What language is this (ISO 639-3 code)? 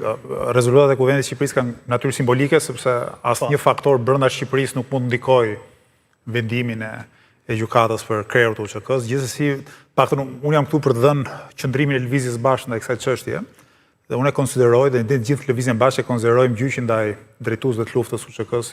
sqi